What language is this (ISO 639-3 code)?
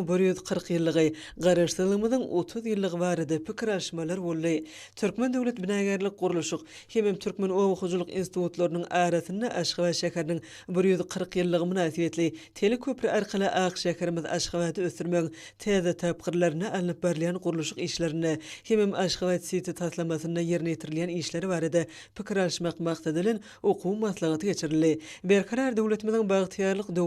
tuk